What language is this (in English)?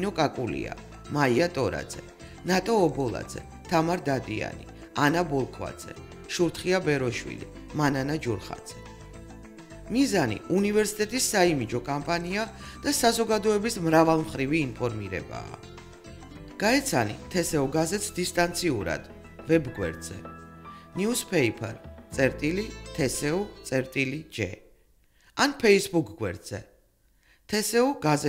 Georgian